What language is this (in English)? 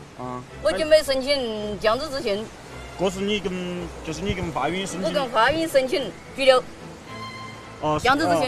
Chinese